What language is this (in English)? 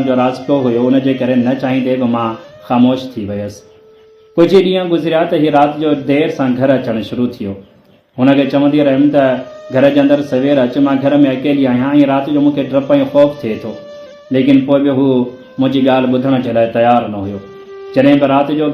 Sindhi